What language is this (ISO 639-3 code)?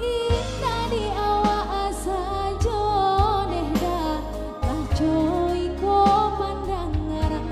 min